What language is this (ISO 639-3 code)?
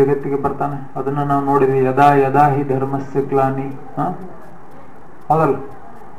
kan